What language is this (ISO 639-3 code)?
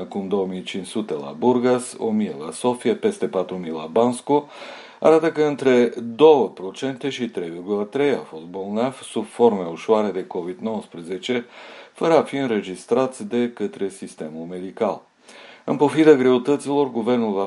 ron